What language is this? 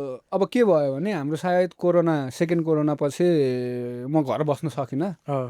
Nepali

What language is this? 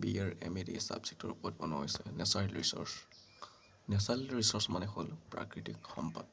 Assamese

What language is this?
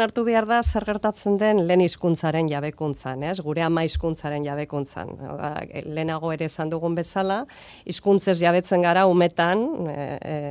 Basque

